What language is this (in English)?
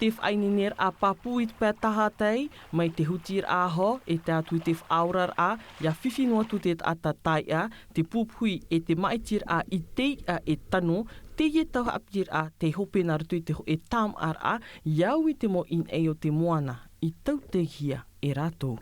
Tahitian